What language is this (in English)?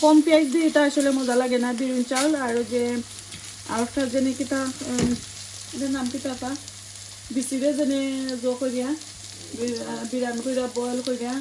Sylheti